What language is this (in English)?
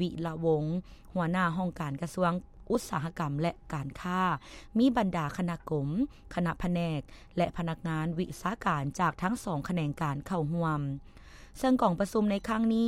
Lao